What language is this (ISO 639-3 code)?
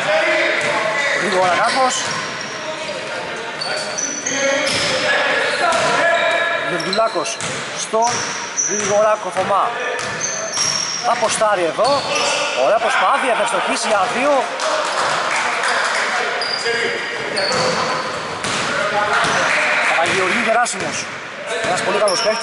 ell